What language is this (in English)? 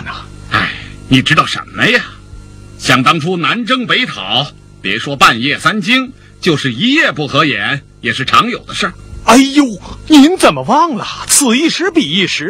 Chinese